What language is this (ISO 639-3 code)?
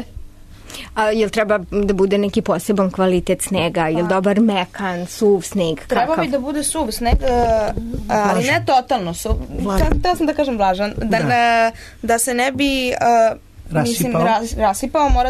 srp